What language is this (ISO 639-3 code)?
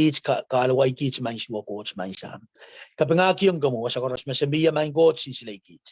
pon